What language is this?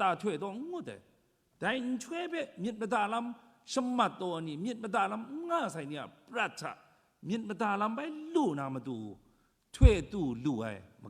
Kachin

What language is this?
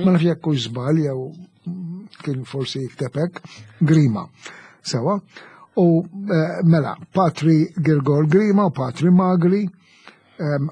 Maltese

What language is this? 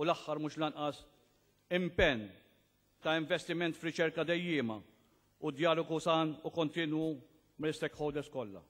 Maltese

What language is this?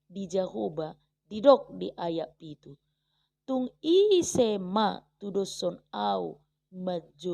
Batak Toba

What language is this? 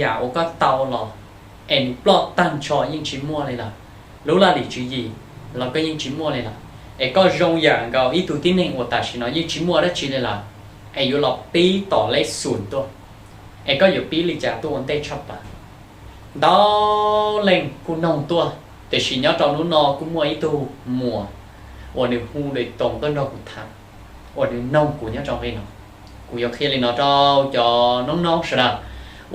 Hmong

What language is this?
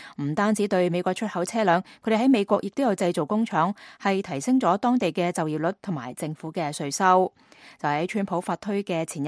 Cantonese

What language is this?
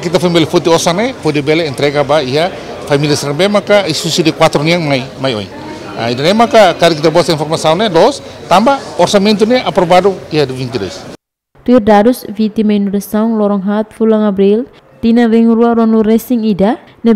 Tetum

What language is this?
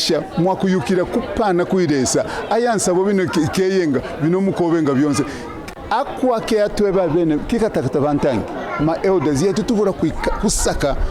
Kaonde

